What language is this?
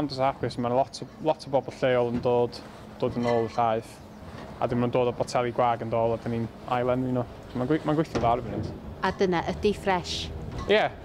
Welsh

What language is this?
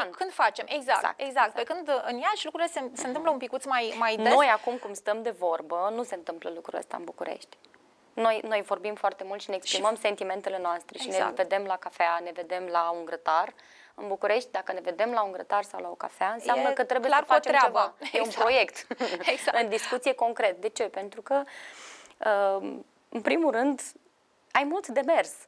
Romanian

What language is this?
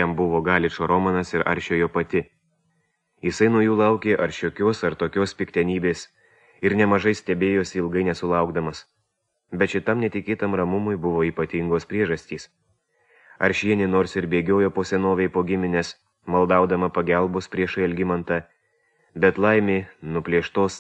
Lithuanian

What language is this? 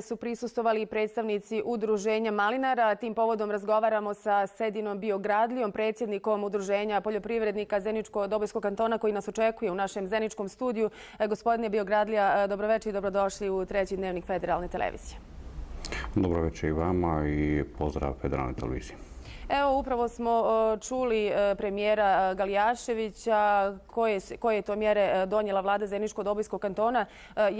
Bosnian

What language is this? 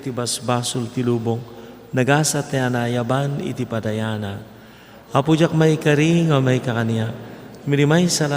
Iloko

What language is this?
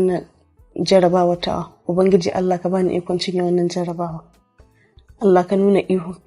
Hausa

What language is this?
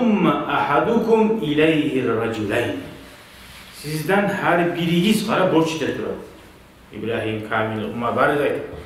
Kumyk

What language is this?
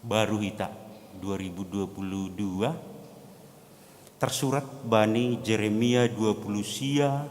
Batak Simalungun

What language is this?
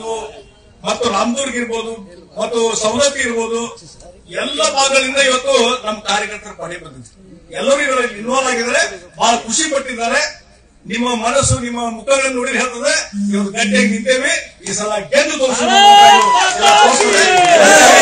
Kannada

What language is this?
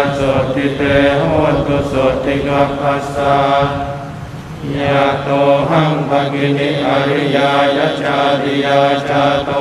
Pali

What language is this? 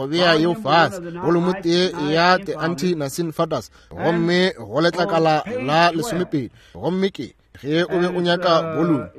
Northern Sotho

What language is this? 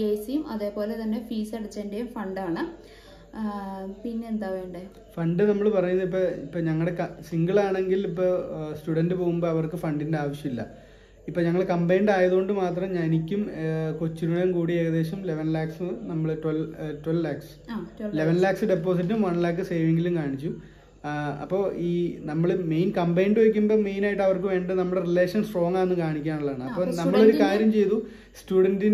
Malayalam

